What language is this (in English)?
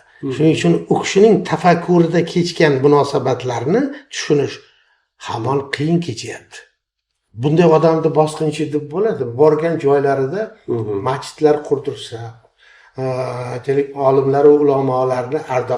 Uzbek